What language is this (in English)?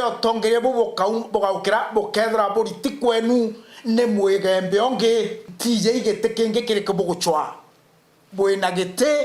Meru